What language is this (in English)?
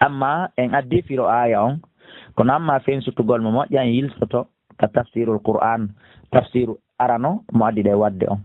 Fula